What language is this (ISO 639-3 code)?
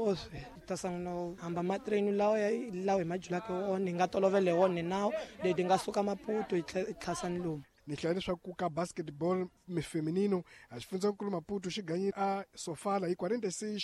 tso